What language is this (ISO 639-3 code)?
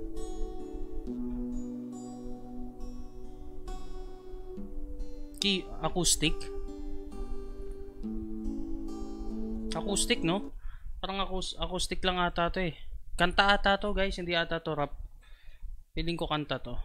fil